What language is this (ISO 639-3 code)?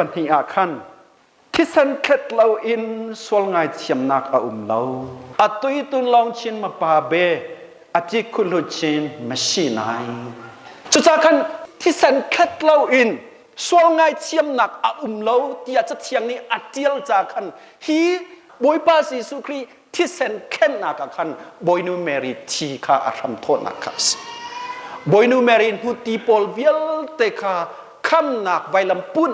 cnh